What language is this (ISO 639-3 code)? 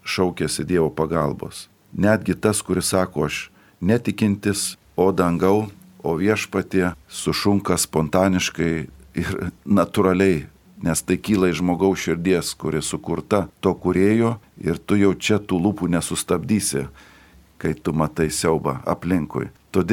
lit